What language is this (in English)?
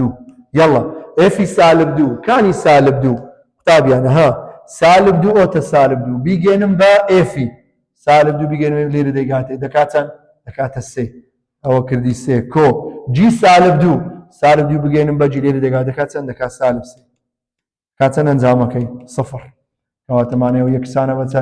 Central Kurdish